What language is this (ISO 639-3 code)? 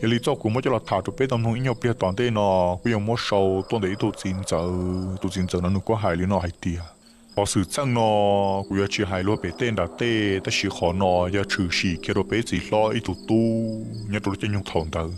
hmn